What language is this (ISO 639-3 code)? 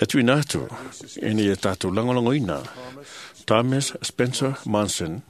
smo